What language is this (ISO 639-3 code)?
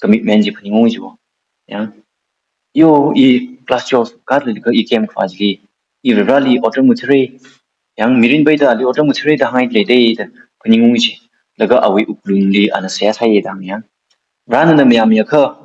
nmf